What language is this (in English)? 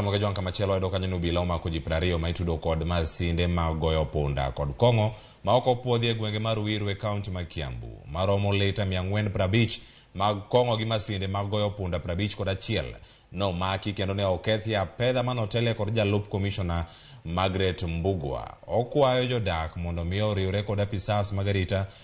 Luo (Kenya and Tanzania)